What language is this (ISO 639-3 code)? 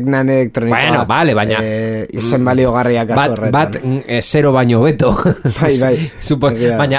eus